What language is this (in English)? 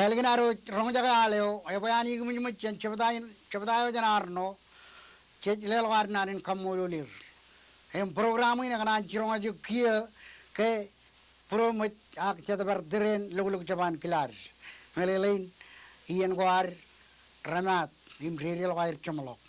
Marshallese